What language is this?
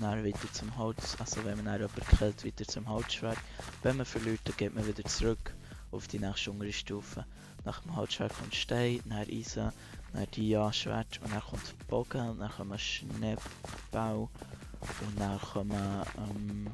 Swiss German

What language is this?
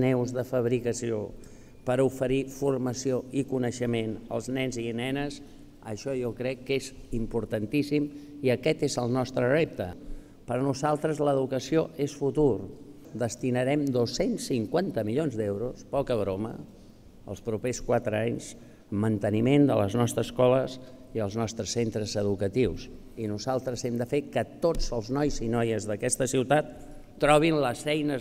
Catalan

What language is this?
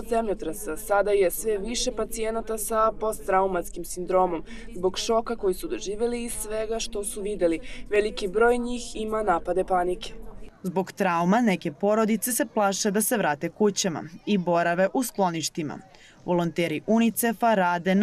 Serbian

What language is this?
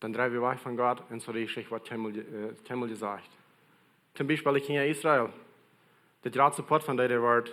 Plautdietsch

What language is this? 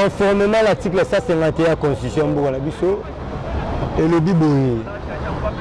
Lingala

